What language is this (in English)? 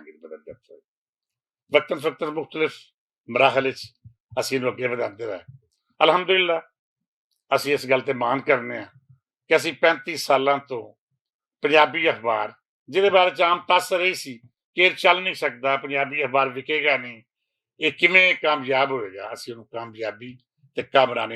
Western Panjabi